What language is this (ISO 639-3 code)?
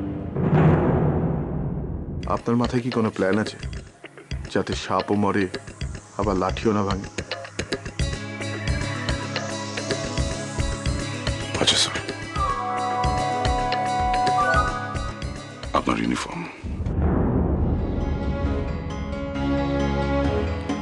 ben